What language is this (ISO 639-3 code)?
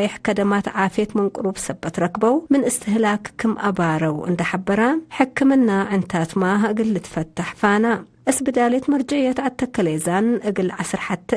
tig